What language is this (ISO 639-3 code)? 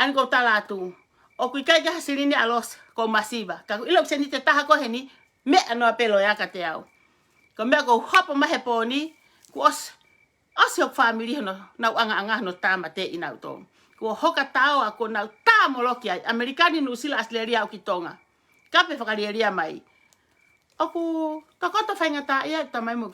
ton